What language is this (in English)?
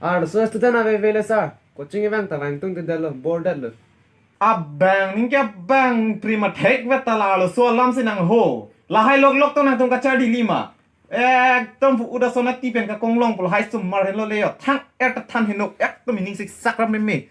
Karbi